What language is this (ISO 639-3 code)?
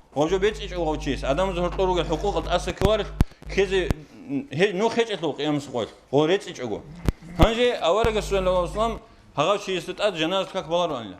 ava